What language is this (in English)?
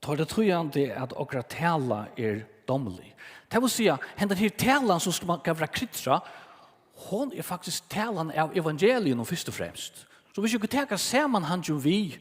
Faroese